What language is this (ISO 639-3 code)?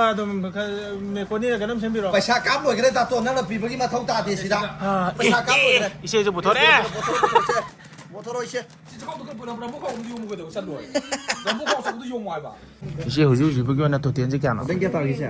mni